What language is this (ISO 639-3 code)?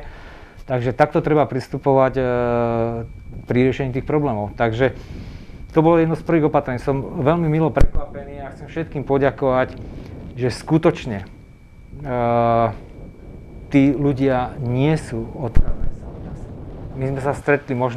slk